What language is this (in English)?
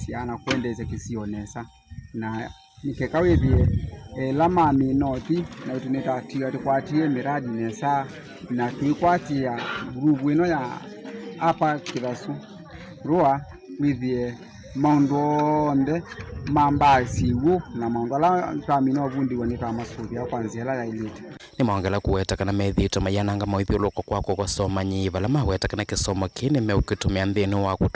Kamba